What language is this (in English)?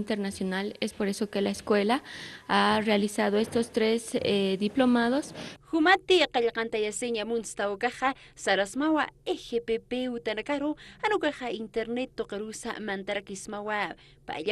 Aymara